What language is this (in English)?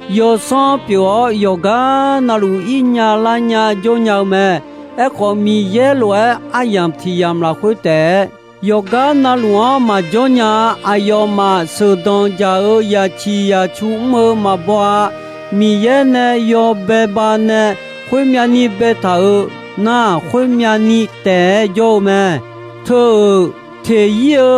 Akha